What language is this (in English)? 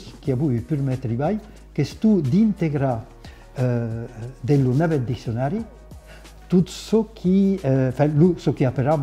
Occitan